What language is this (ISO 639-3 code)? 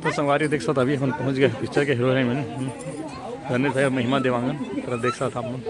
hne